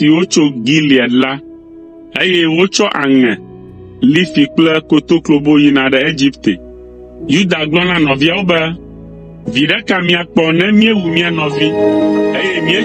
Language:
Ewe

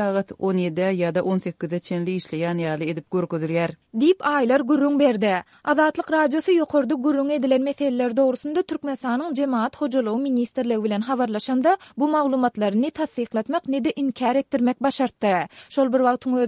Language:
Turkmen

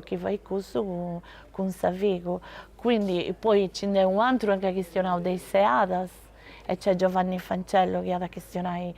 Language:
Sardinian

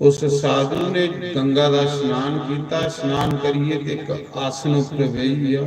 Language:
Dogri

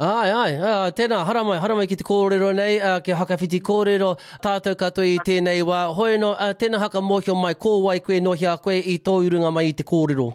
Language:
Māori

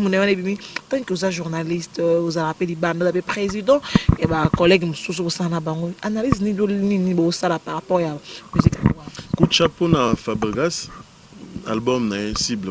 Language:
Lingala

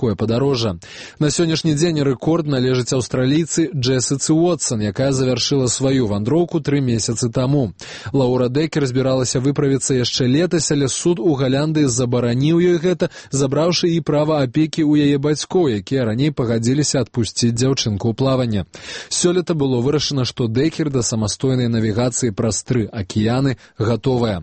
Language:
Belarusian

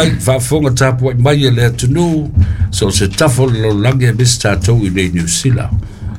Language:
Samoan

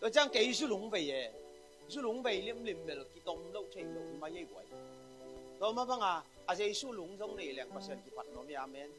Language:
Tedim Chin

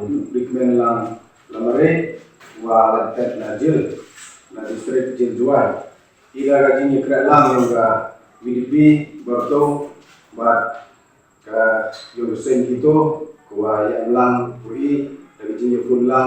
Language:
Pnar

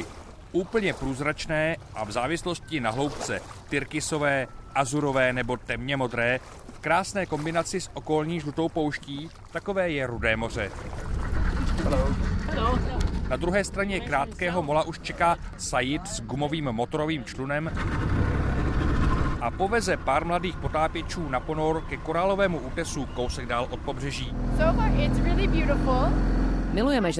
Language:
Czech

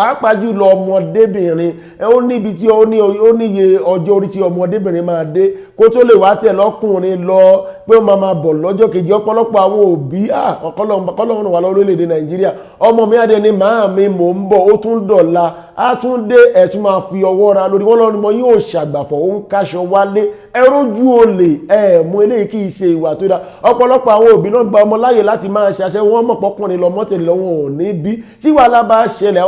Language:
Yoruba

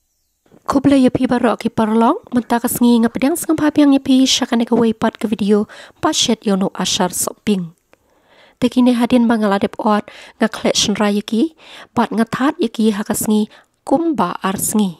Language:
Khasi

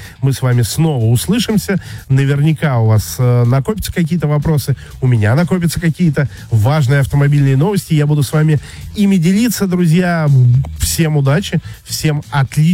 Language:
Russian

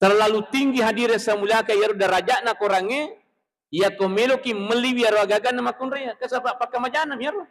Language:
Buginese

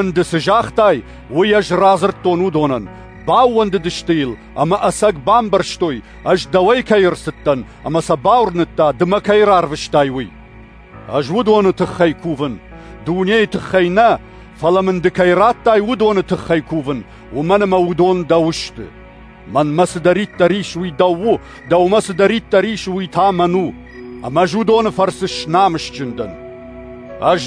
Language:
Ossetic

